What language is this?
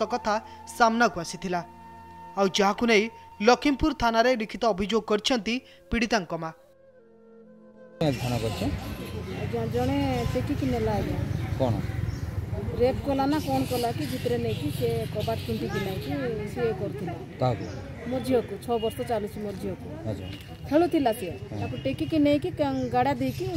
Odia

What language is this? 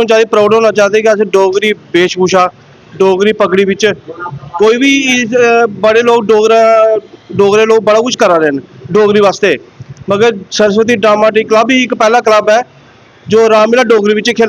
Dogri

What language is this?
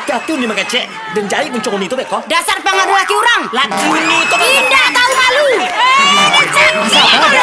Minangkabau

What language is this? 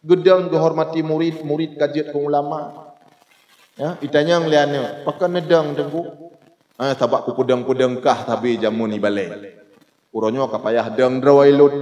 Achinese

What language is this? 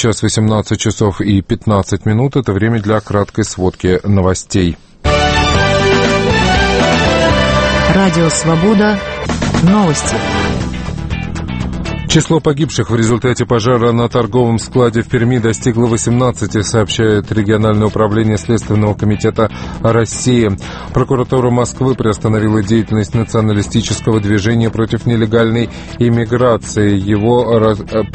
Russian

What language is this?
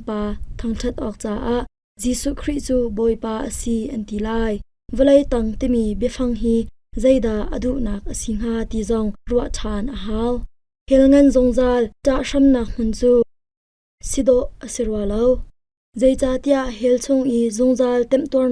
Hakha Chin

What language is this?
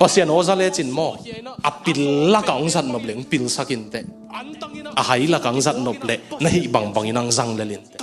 Tedim Chin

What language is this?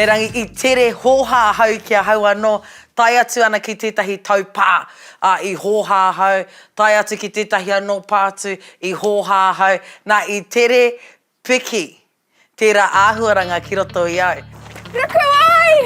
Māori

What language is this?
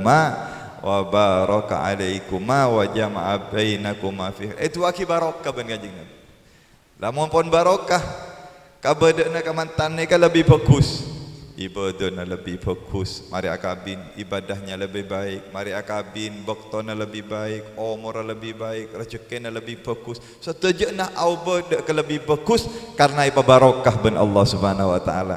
Madurese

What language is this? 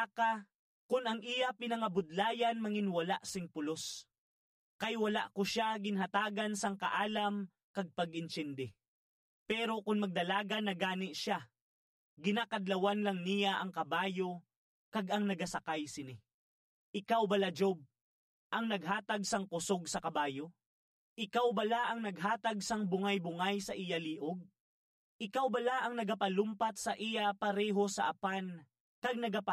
Hiligaynon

